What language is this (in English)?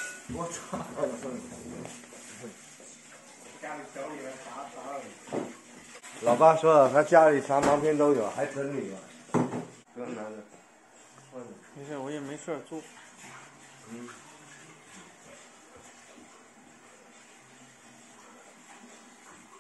Chinese